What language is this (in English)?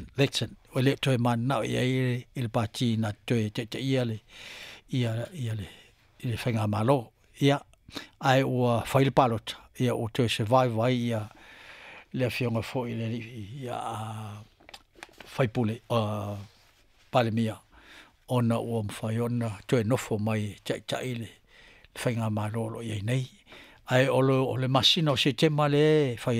Samoan